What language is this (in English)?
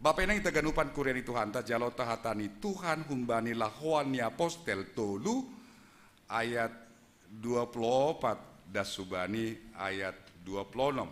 Batak Simalungun